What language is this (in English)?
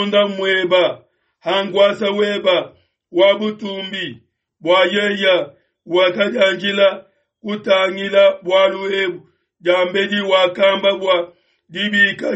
Luba-Lulua